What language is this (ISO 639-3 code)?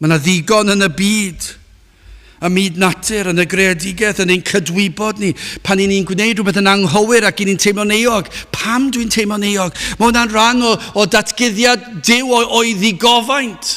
cym